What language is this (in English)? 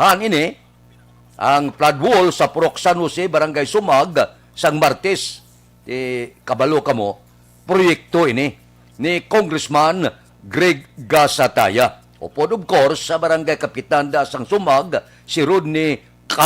Hiligaynon